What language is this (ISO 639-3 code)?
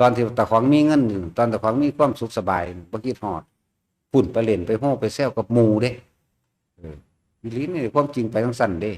tts